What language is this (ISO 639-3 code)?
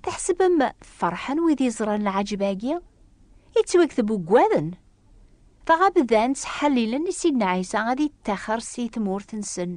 kab